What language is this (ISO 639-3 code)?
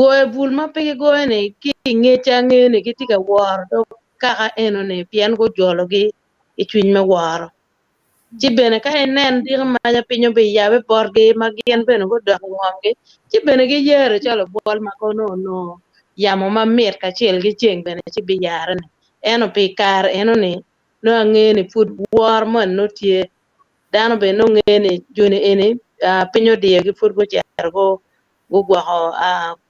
ach